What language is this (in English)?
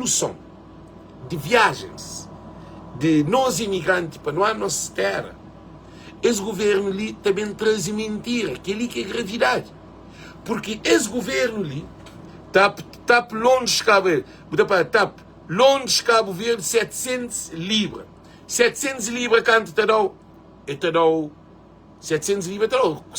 Kabuverdianu